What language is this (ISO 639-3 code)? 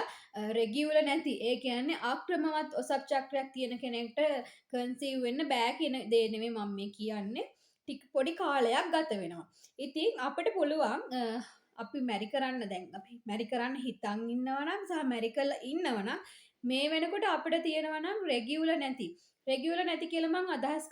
sin